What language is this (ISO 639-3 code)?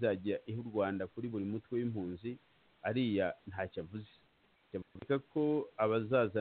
kin